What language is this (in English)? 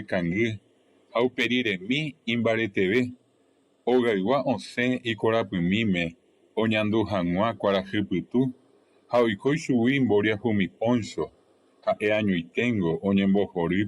Guarani